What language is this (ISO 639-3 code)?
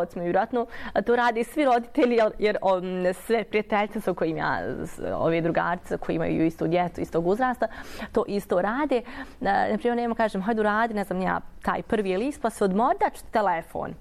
bos